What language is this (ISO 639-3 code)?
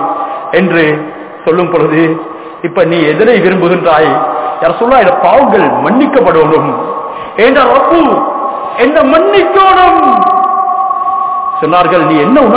tam